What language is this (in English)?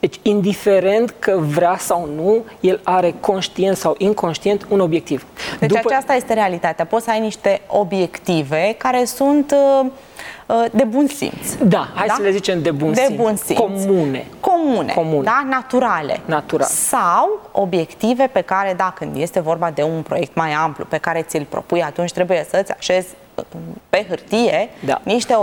Romanian